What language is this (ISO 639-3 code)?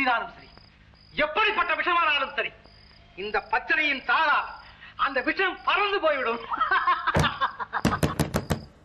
tam